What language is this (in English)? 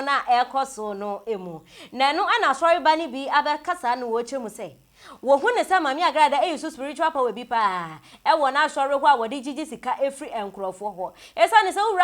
Akan